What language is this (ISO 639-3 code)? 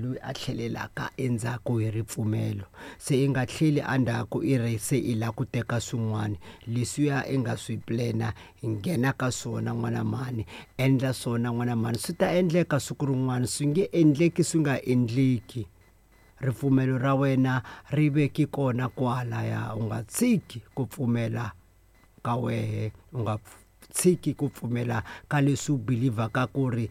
tso